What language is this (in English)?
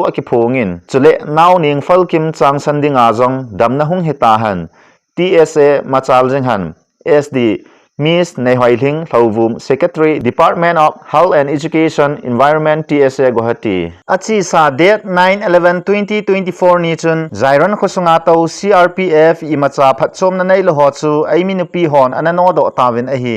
Thado Chin